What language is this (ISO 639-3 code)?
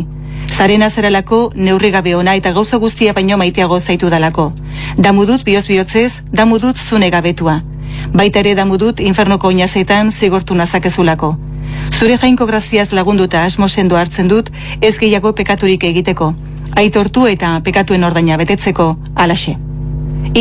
eus